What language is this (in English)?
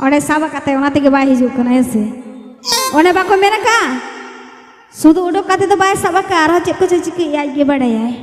Santali